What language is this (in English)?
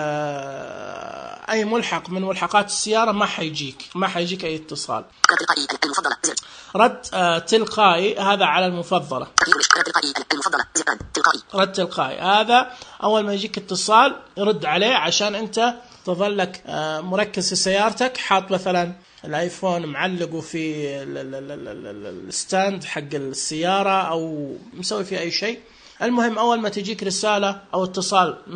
Najdi Arabic